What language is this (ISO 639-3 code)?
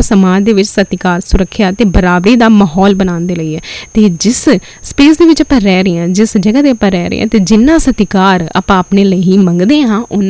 pan